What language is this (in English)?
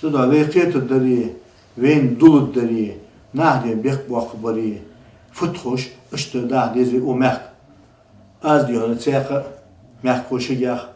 Ingush